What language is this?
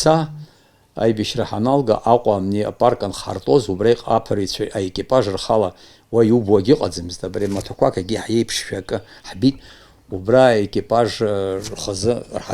Abkhazian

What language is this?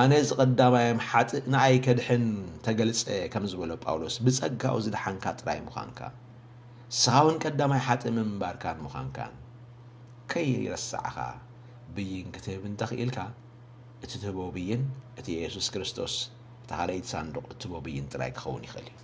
Tigrinya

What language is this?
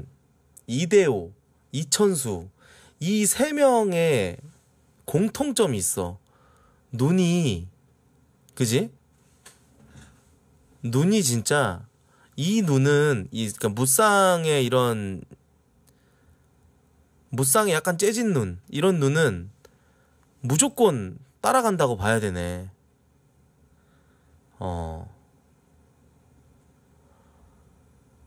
Korean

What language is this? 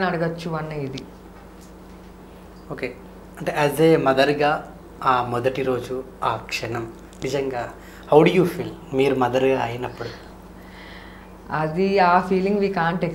Telugu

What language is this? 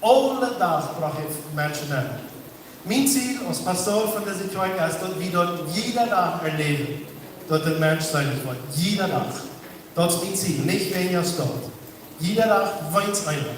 Plautdietsch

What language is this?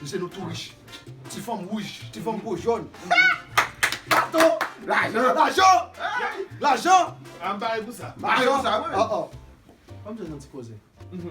Haitian Creole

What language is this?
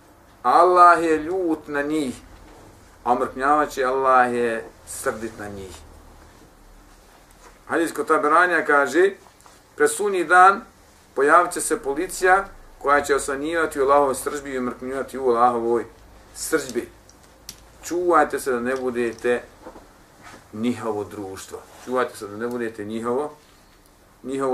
Bosnian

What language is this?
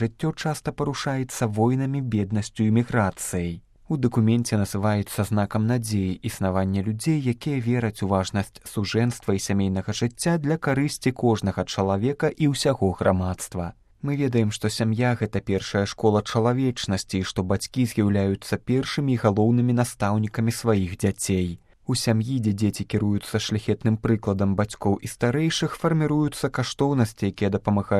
Belarusian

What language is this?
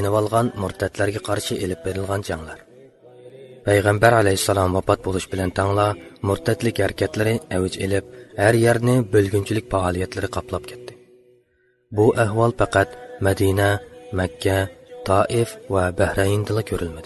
Uyghur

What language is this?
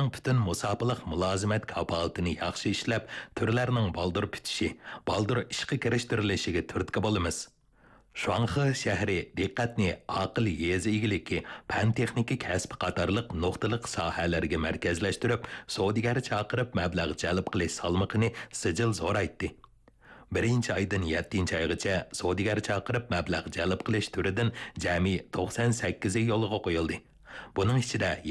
Uyghur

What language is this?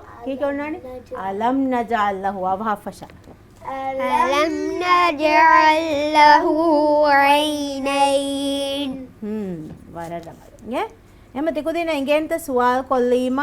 Divehi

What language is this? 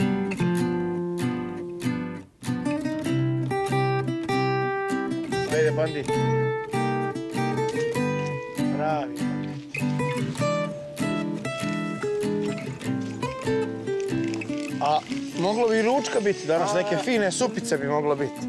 Serbian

